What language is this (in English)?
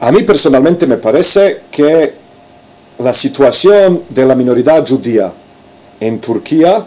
Ladino